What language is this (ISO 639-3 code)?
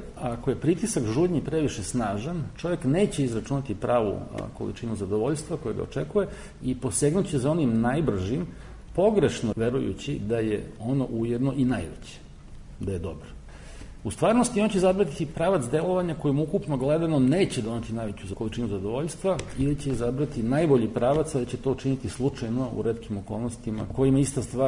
srp